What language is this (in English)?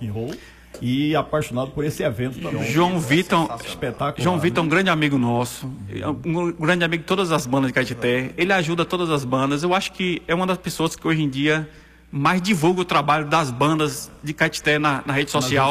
Portuguese